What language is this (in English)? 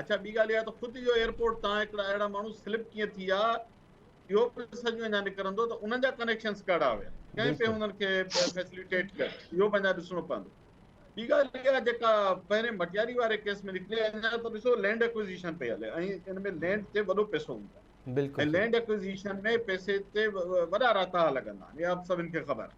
Sindhi